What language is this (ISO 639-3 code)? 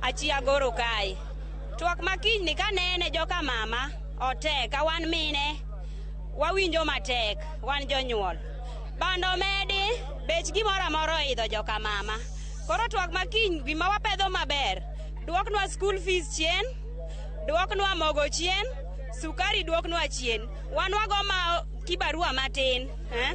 luo